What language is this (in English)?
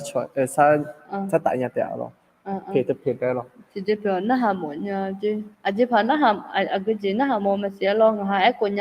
Akha